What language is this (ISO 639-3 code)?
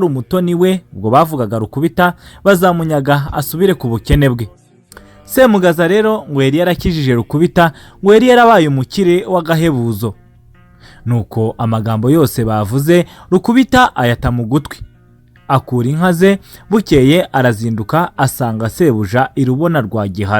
kin